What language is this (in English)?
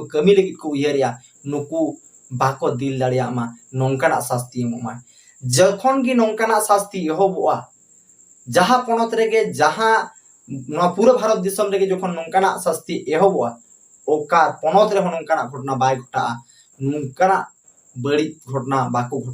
Santali